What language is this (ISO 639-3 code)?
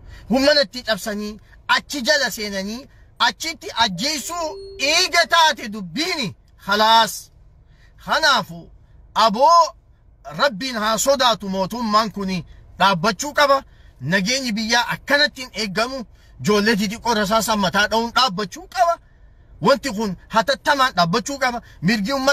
orm